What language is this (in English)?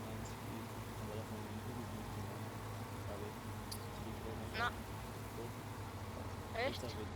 Bavarian